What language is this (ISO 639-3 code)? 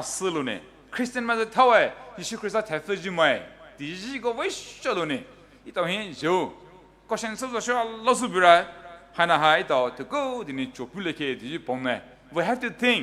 pmx